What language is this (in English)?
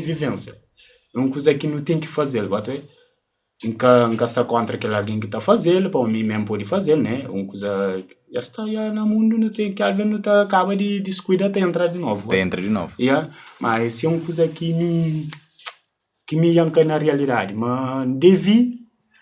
Kabuverdianu